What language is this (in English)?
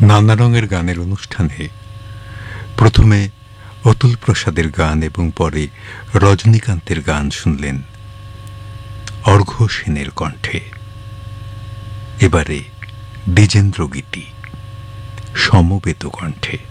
Bangla